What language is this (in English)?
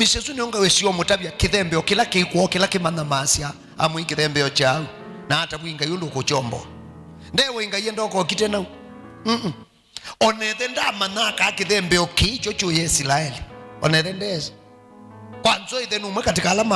Kamba